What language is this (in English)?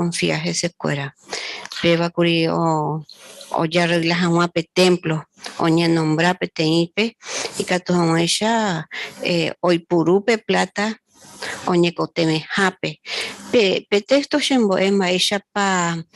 Guarani